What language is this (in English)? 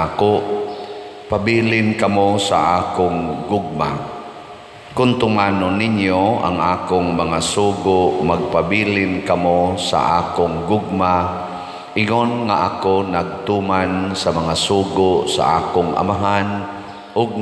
Cebuano